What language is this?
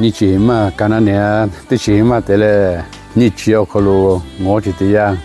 Lahu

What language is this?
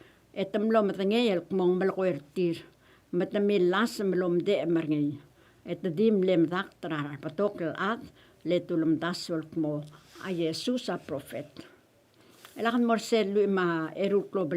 Palauan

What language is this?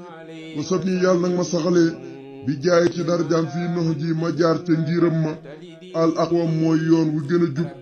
Wolof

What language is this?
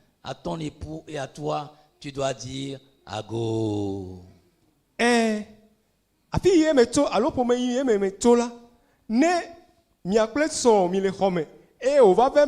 Ewe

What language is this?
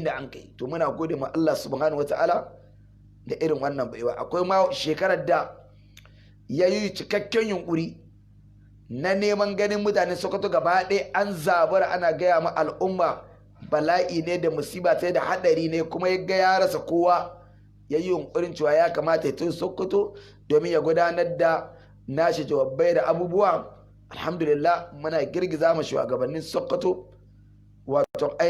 Hausa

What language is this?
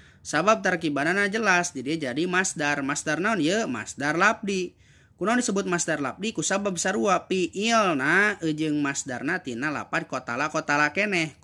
Sundanese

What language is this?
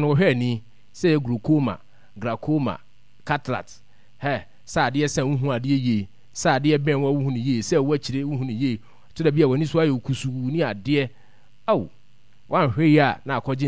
Akan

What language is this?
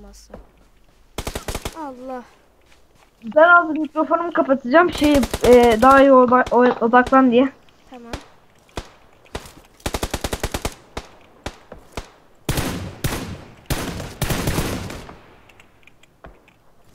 Turkish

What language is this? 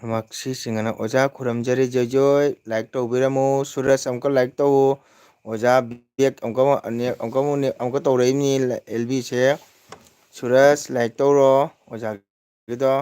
Manipuri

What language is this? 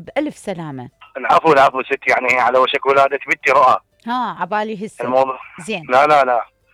Mesopotamian Arabic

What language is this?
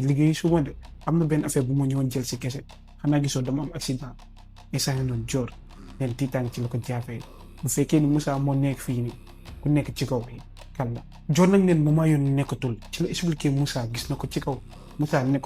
Wolof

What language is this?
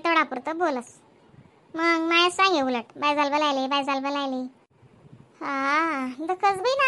Khandesi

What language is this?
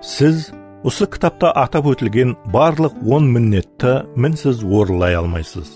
Kara-Kalpak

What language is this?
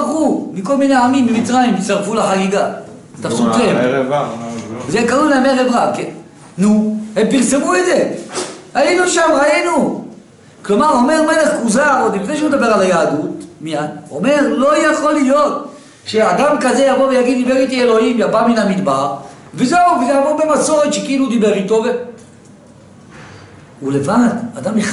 Hebrew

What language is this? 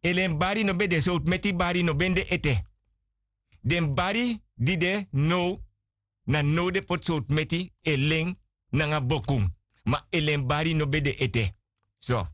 Sranan Tongo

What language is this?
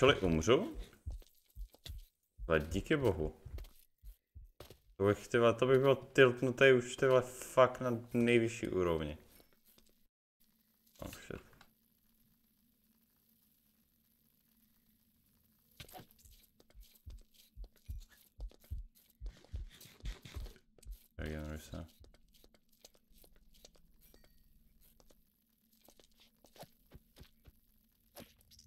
Czech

